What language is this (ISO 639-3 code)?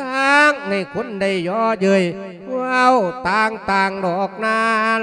lao